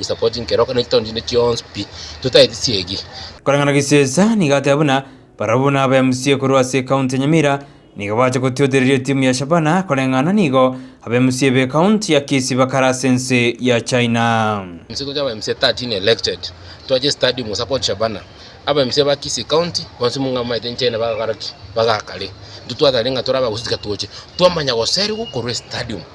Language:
Gusii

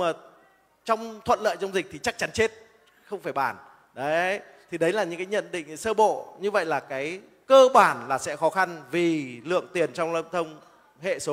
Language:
Vietnamese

